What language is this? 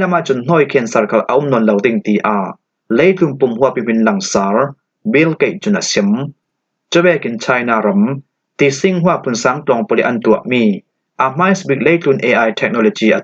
Falam Chin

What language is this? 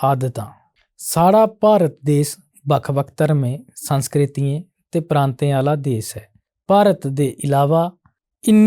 Dogri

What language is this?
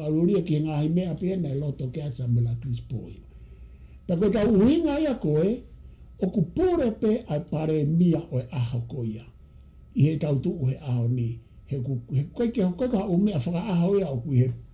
Tongan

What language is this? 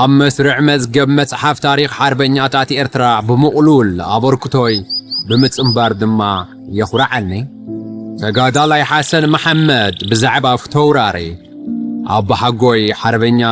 Tigrinya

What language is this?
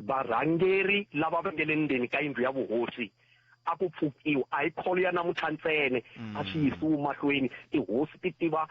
Tsonga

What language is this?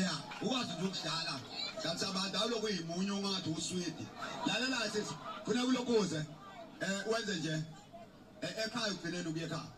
Zulu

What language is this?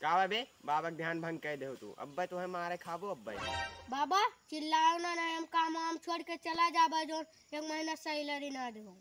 Awadhi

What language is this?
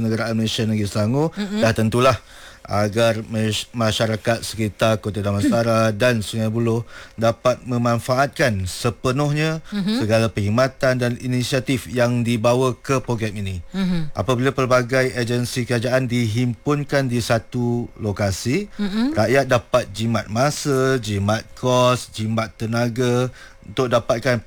Malay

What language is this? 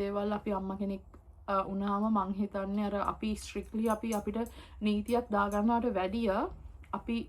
Sinhala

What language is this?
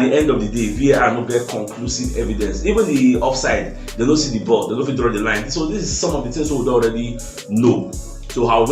Nigerian Pidgin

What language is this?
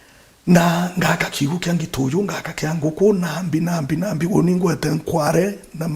Meru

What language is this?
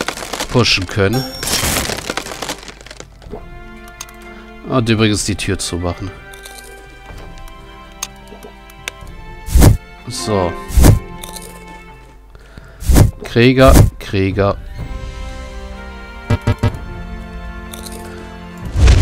German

